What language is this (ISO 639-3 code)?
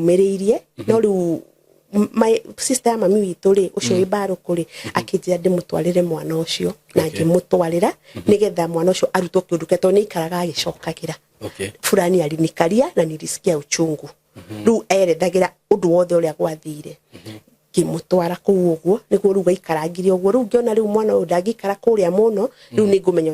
kik